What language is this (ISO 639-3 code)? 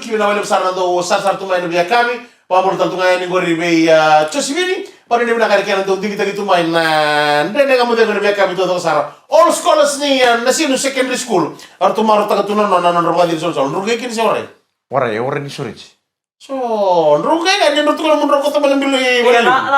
fij